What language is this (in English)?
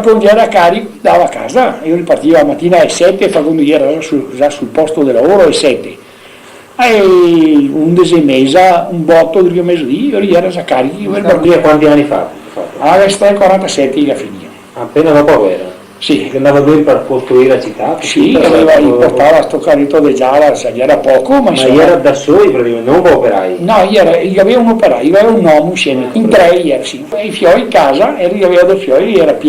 Venetian